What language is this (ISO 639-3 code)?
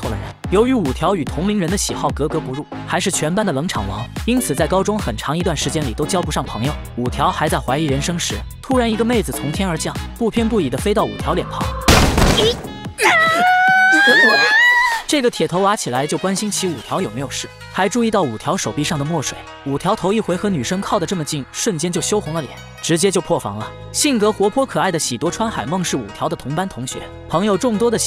zho